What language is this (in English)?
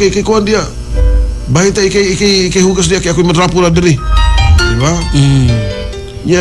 Cebuano